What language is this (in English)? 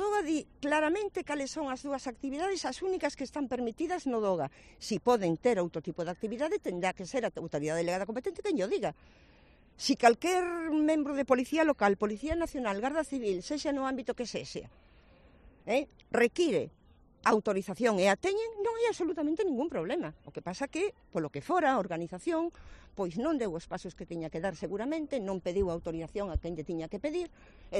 Galician